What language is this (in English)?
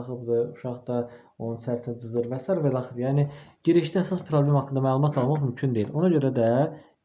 Azerbaijani